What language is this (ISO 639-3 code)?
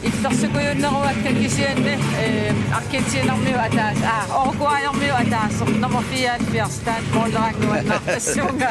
kal